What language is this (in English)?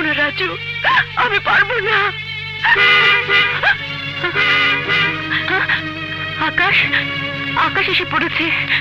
Bangla